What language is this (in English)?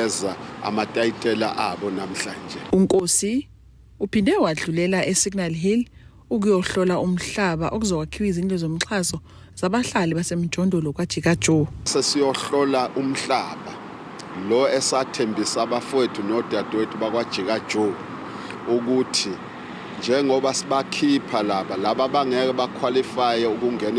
Zulu